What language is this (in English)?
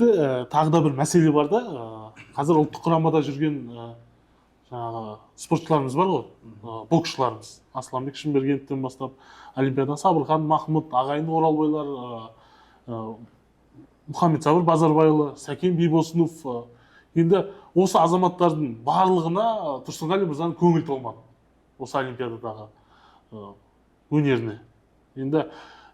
Kazakh